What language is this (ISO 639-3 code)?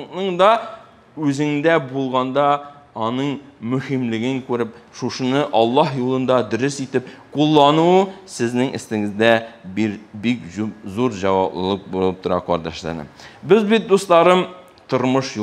tat